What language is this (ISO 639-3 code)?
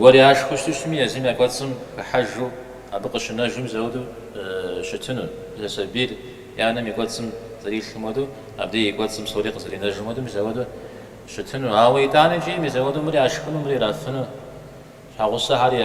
kbd